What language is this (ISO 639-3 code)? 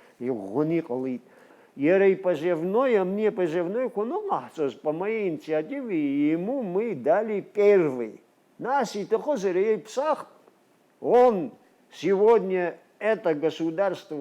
abk